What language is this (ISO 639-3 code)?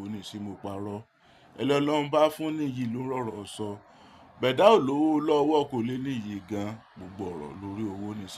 yor